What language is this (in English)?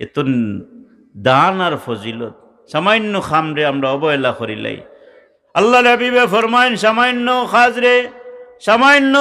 Sylheti